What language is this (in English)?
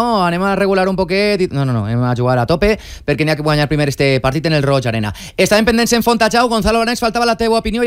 Catalan